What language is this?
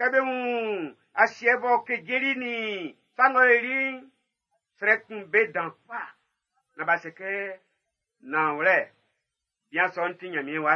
Baoulé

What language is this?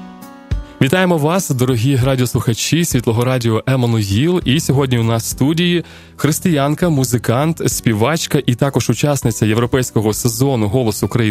Ukrainian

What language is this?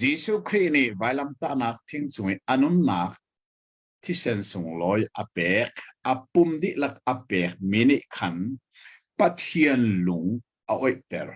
Hakha Chin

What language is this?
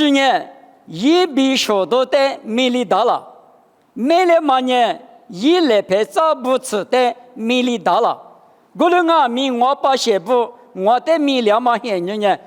Lisu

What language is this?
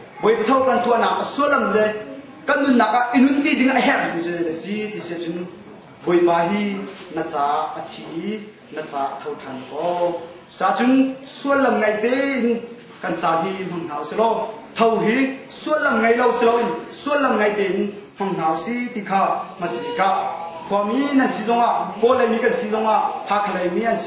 Hakha Chin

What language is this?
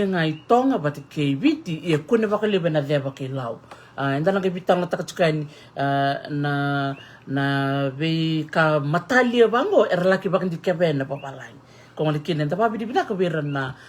Fijian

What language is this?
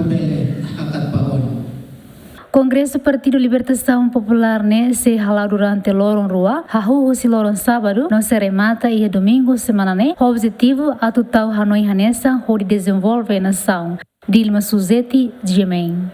Tetum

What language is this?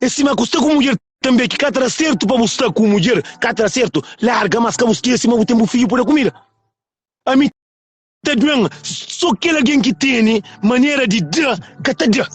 Kabuverdianu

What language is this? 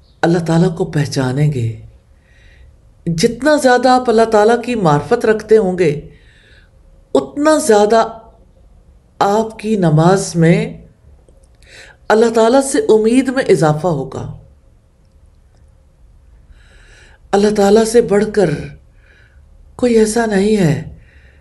Urdu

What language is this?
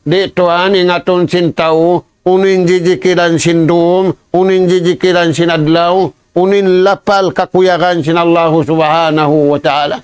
Tausug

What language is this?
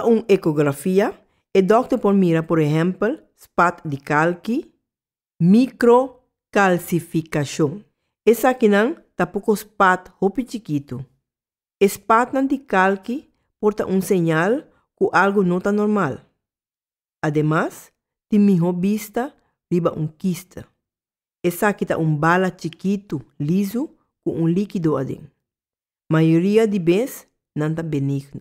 Papiamento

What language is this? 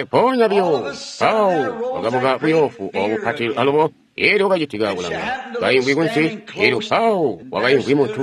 Tonga (Zambia)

